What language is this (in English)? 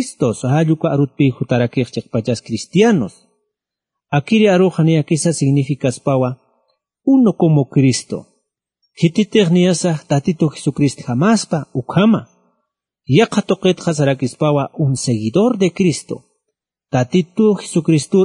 Aymara